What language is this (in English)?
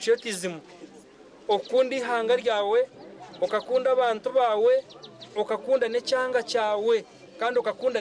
Nyankole